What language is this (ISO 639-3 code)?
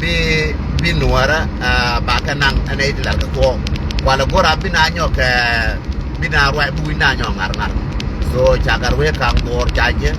nus